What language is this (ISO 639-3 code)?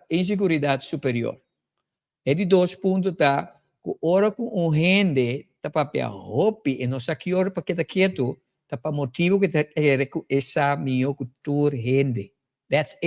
pap